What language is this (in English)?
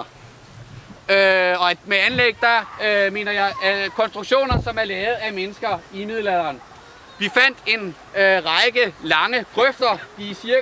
Danish